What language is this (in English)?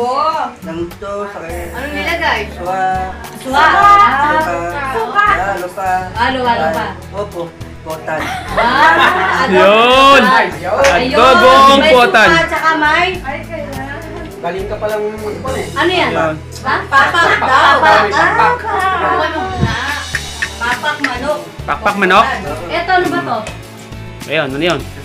Filipino